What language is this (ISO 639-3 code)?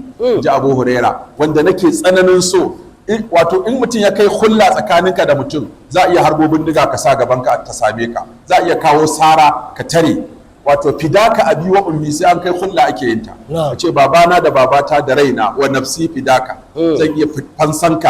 hau